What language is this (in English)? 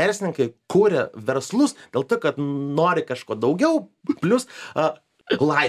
Lithuanian